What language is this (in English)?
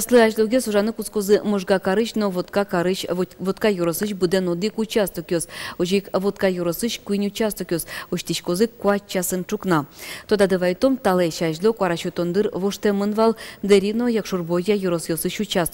Udmurt